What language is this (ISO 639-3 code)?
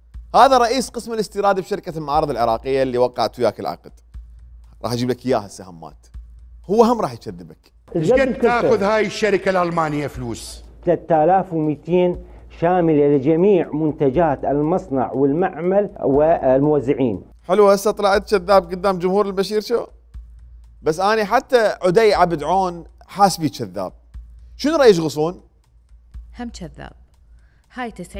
acm